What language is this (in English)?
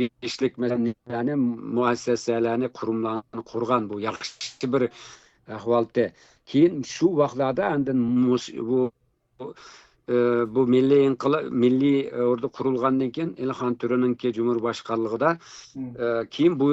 Uyghur